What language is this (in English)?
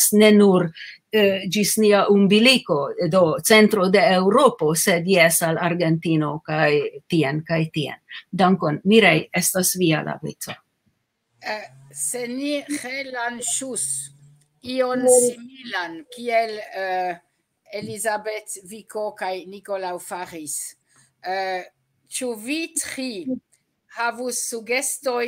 Esperanto